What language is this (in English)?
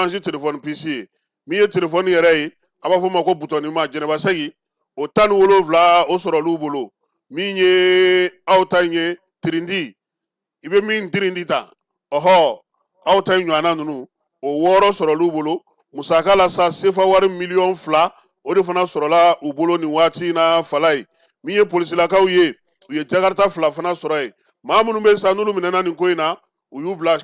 Bambara